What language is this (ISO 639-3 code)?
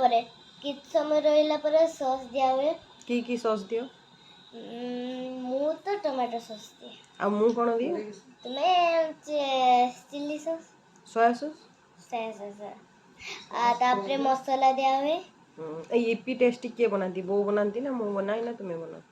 ori